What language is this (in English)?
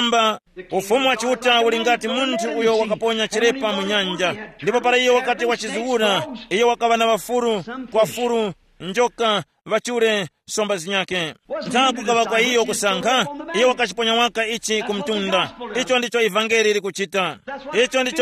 Tumbuka